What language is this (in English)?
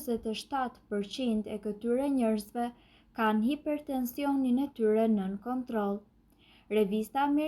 Albanian